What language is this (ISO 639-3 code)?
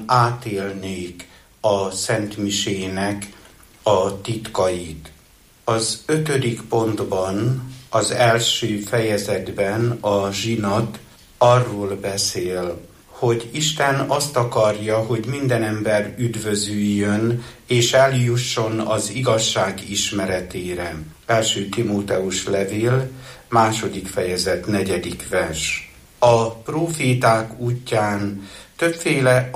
hun